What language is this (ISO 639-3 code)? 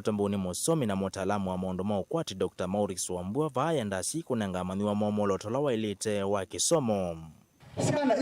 kam